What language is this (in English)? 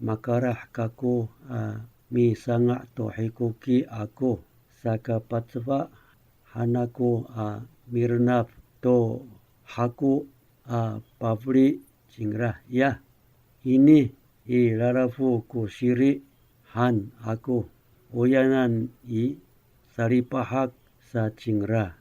Amis